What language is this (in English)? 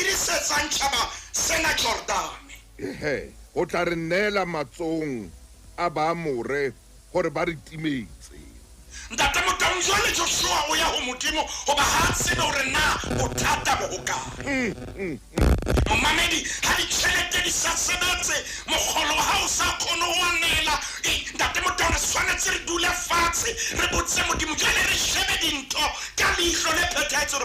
Southern Sotho